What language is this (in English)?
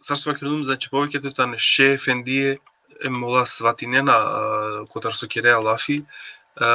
Balkan Romani